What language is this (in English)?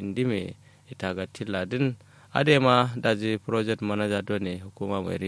Kanuri